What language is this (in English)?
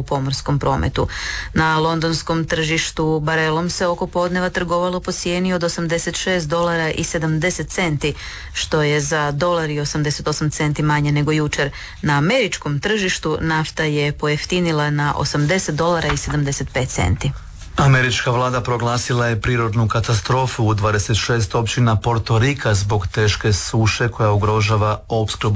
Croatian